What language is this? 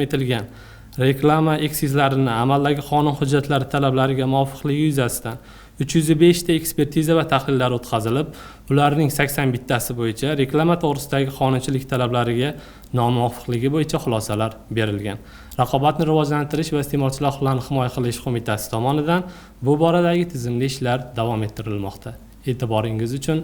Uzbek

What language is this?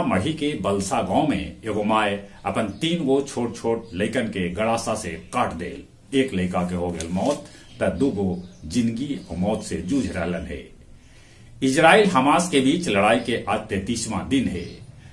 Magahi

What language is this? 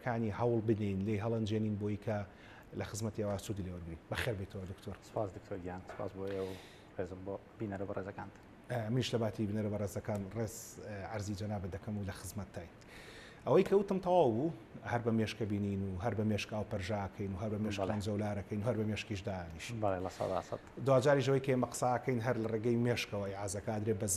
Central Kurdish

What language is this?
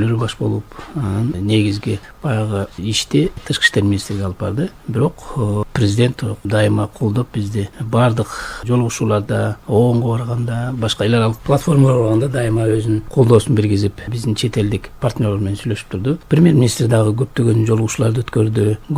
Kyrgyz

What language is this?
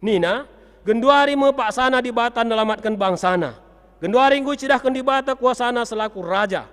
Batak Karo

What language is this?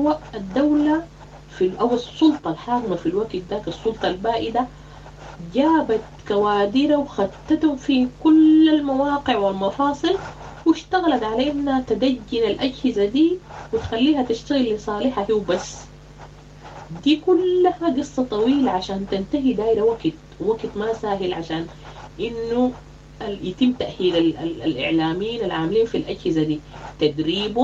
Sudanese Arabic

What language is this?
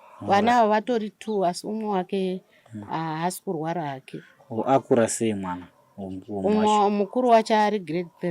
Shona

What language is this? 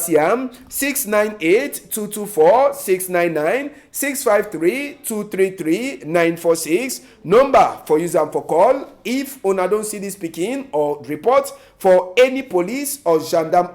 Cameroon Pidgin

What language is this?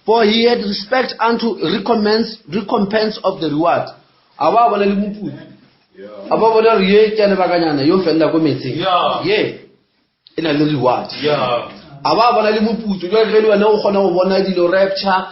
Northern Sotho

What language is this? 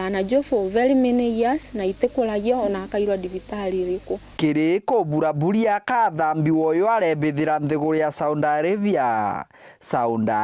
Meru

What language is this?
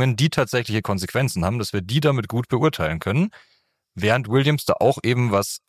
German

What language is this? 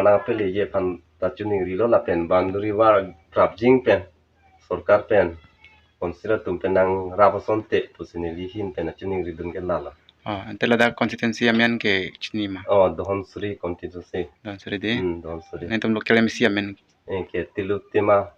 Karbi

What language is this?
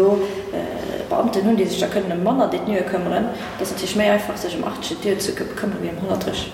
Luxembourgish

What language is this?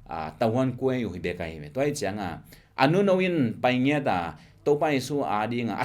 Tedim Chin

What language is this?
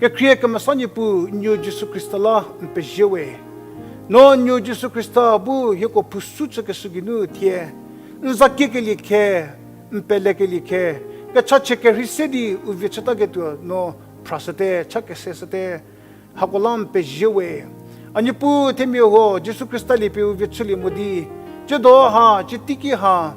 Angami Naga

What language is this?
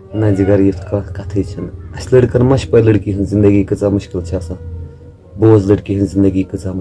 Kashmiri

